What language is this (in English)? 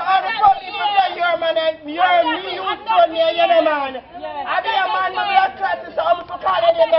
Jamaican Creole English